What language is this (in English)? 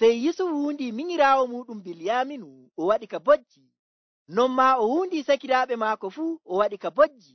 Nigerian Fulfulde